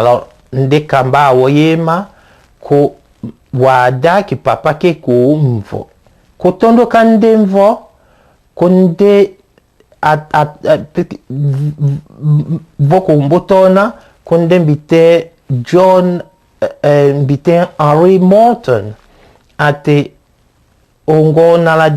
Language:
Tetela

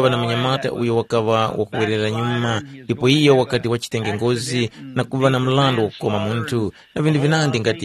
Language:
Tumbuka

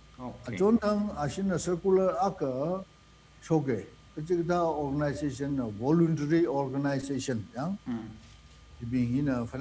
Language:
Tangkhul Naga (India)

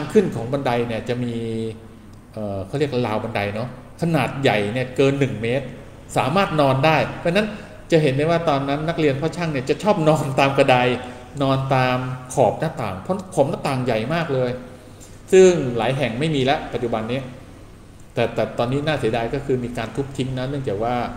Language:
Thai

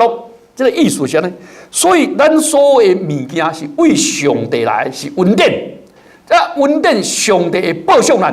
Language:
Min Nan Chinese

